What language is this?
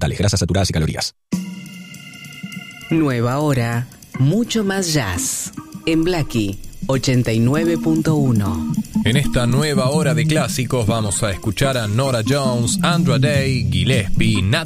Spanish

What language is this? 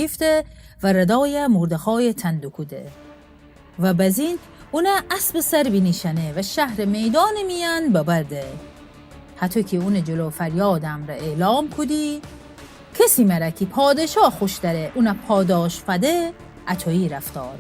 Gilaki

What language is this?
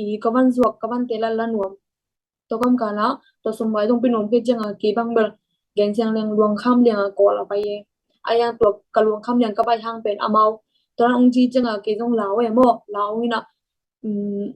Tedim Chin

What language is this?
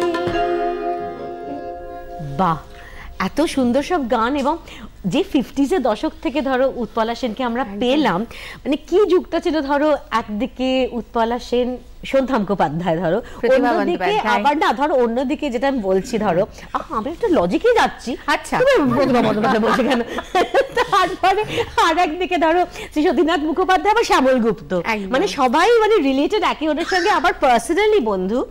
Bangla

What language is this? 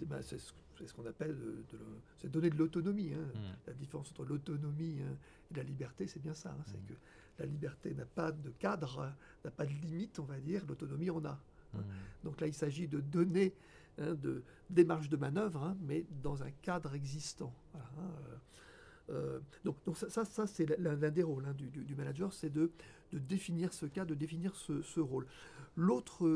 French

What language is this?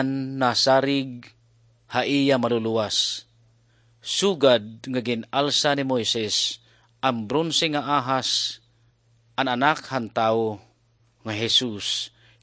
Waray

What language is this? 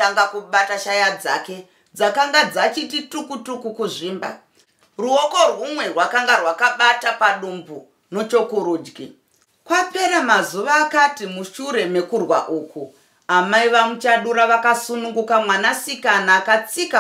Shona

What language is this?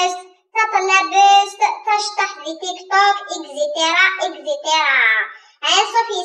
Kabyle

